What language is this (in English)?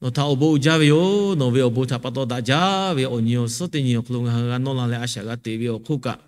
Lahu